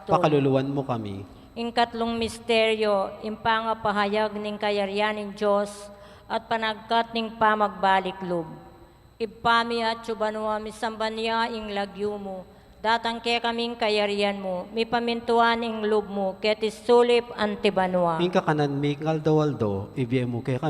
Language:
Pampanga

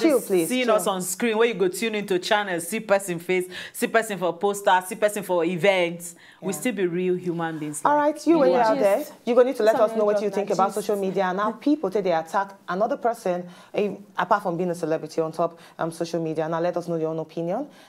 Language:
Nigerian Pidgin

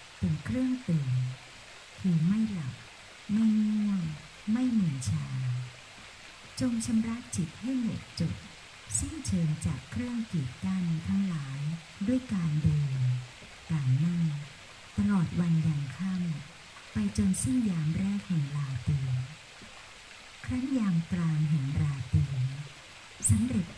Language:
Thai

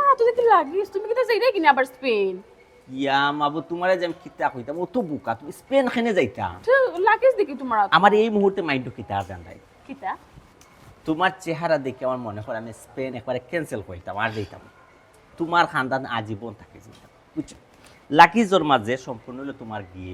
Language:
Sylheti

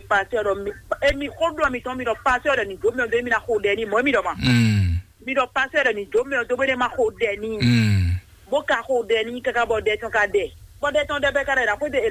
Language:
Fon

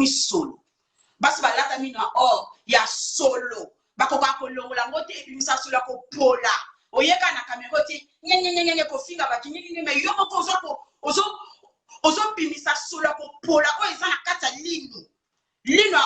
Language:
Lingala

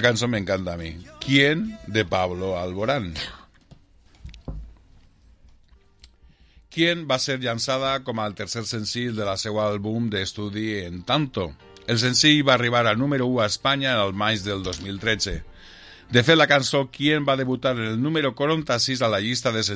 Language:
Catalan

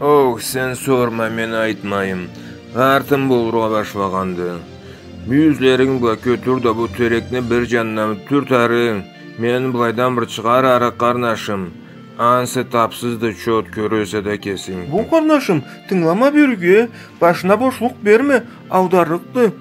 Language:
Karachay-Balkar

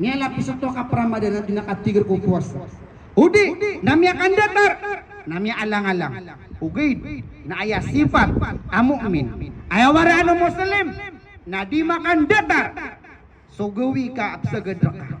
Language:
Maranao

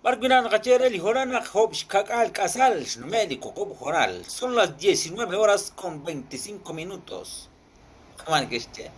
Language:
Kekchí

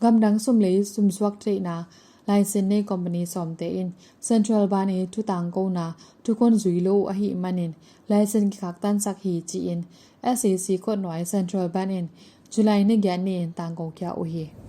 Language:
Tedim Chin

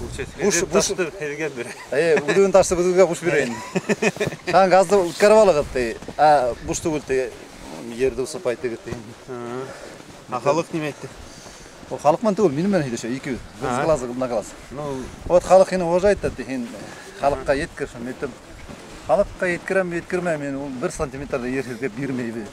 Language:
Bashkir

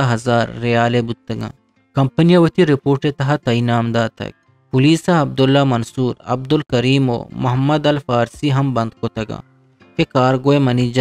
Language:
Eastern Balochi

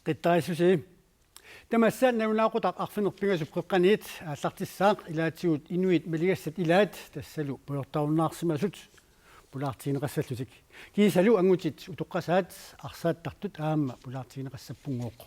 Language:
Kalaallisut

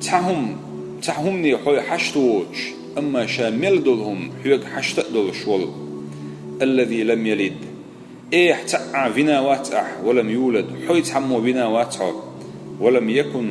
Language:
Chechen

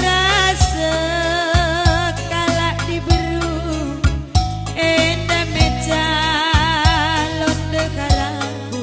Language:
Batak Karo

